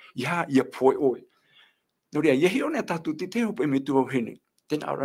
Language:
Tahitian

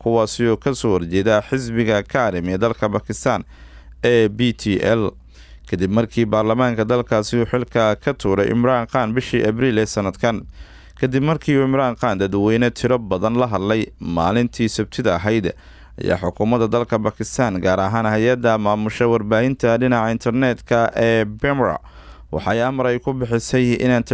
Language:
Somali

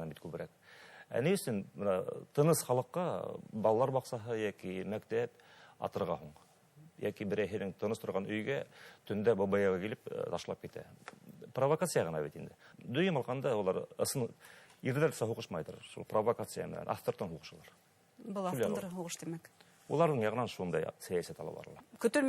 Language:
Bashkir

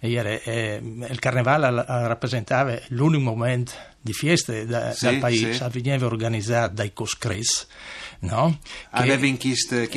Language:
Friulian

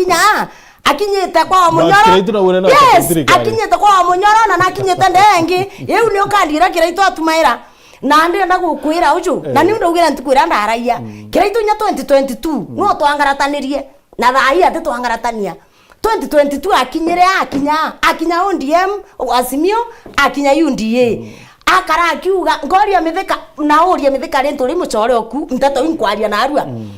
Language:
Meru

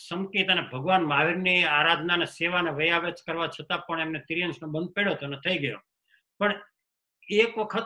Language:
Gujarati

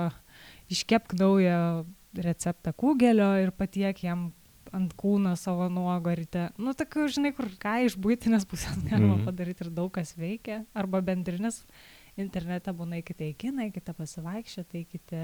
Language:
Lithuanian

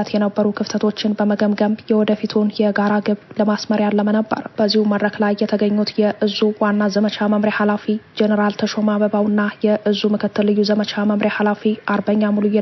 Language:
Amharic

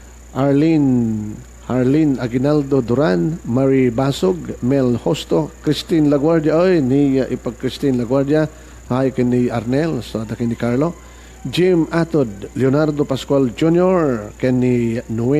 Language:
Iloko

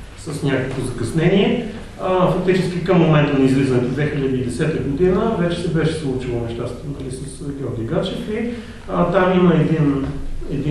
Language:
Bulgarian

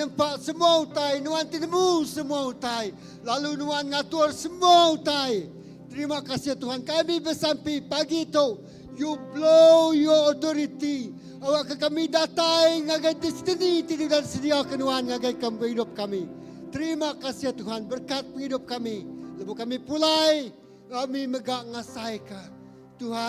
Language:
Iban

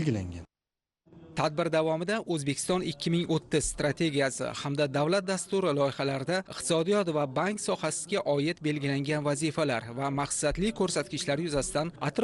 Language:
Uzbek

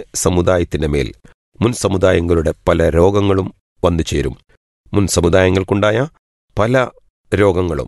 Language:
Malayalam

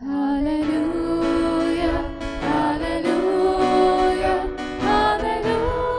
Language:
Konkani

